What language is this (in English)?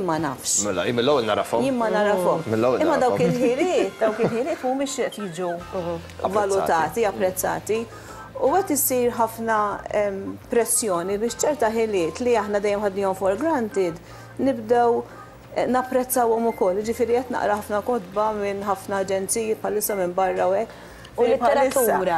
Maltese